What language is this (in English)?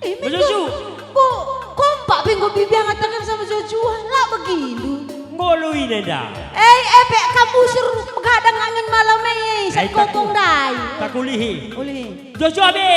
Batak Karo